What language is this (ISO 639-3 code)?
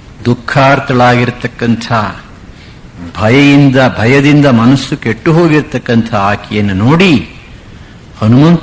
kan